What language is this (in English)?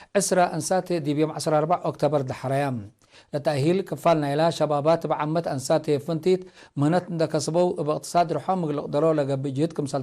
Tigre